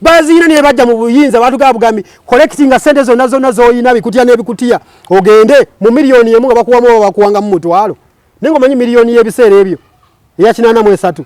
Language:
Ganda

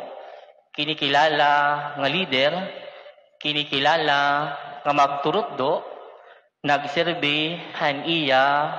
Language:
Waray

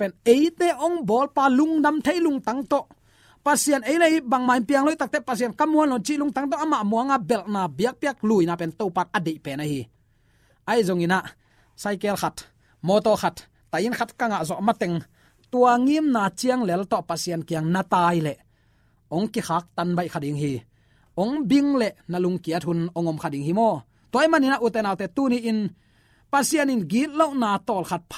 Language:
Tedim Chin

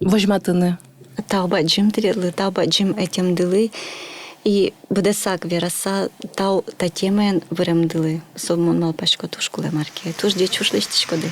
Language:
Udmurt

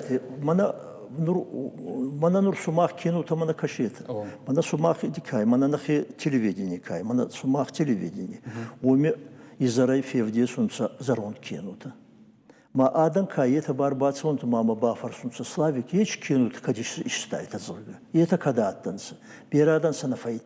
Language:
Ossetic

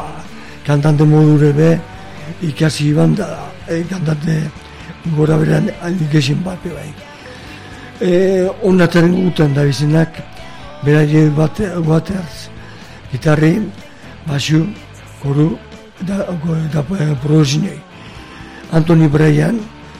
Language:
Basque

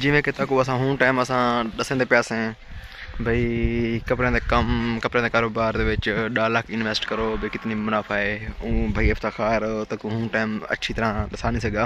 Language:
Saraiki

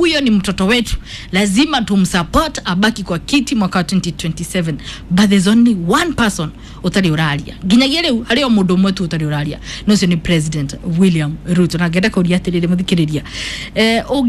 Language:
Kikuyu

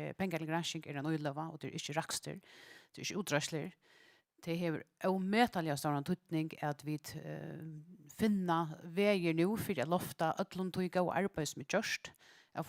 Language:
Faroese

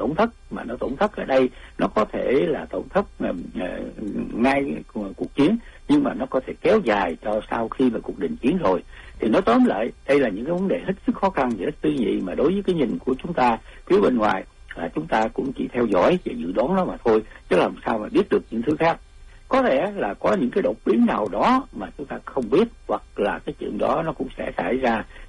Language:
Vietnamese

